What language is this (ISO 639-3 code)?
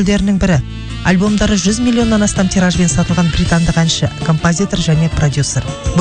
kaz